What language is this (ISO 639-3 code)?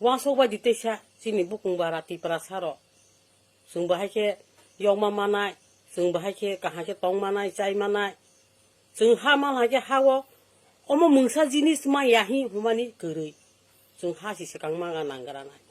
trp